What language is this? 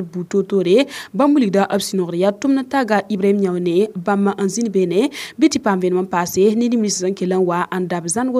Mossi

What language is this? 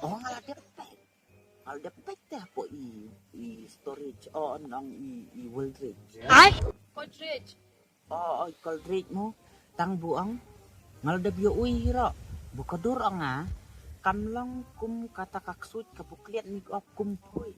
Khasi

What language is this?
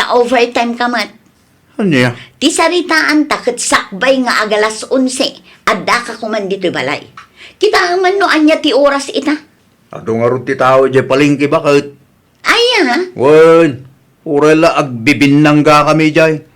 Iloko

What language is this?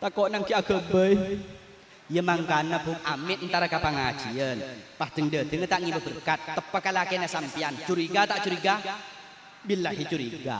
Madurese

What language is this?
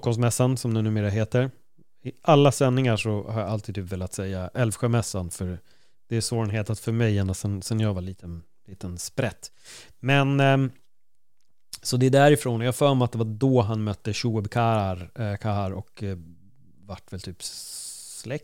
Swedish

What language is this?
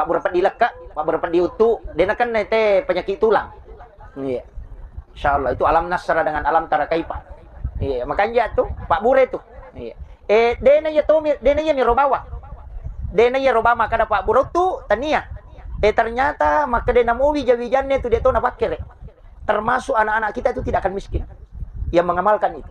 Buginese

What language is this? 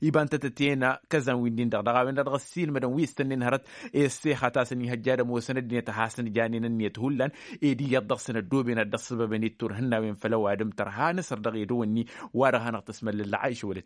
Tamasheq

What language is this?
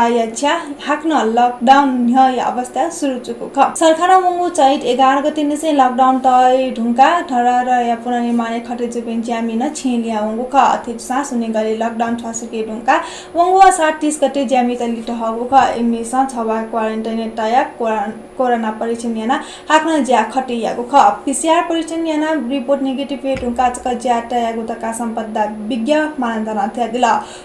Newari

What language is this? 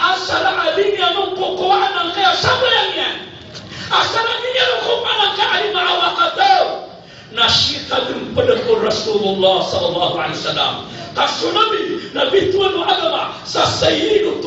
Maranao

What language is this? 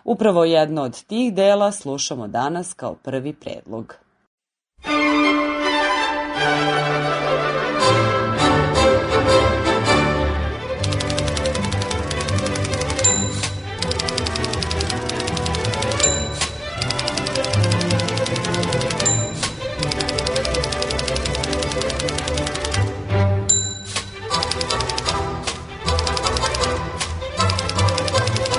Serbian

